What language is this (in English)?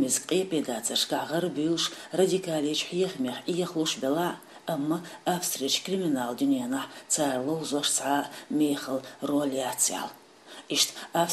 Chechen